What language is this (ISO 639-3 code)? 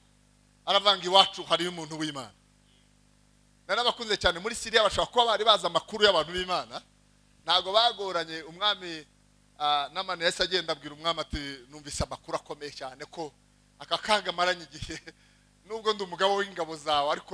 kin